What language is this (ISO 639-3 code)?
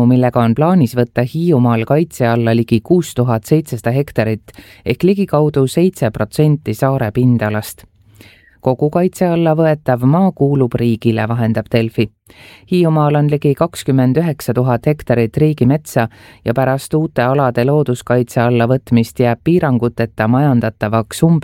est